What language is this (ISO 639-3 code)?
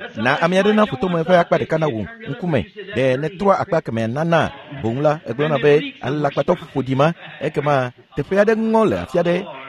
ewe